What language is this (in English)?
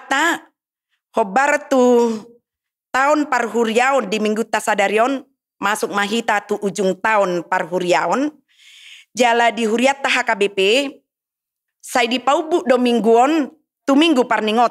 Batak Toba